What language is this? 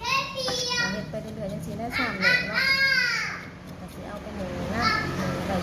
Lao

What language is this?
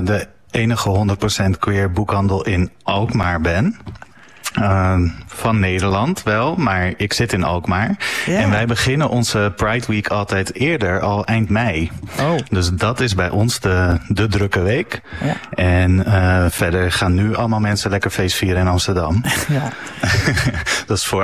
Dutch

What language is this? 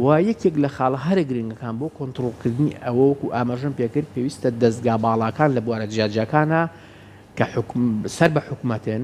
Central Kurdish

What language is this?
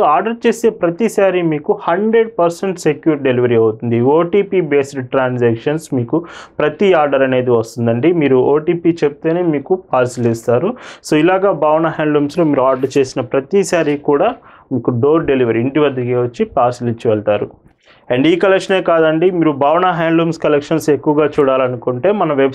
Telugu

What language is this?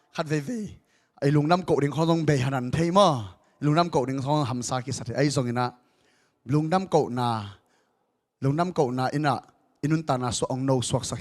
Tedim Chin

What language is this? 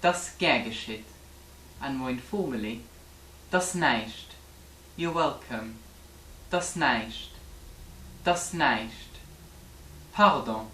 Luxembourgish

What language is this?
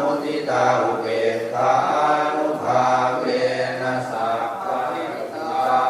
Pali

